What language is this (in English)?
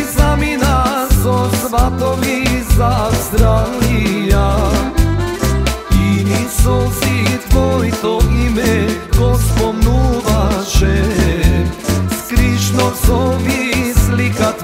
Macedonian